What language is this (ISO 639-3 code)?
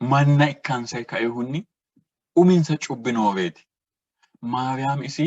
sid